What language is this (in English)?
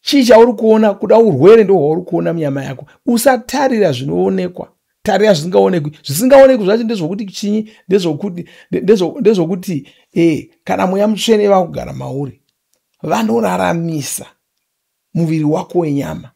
Shona